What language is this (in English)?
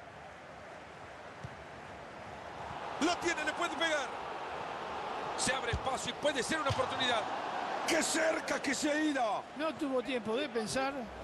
Spanish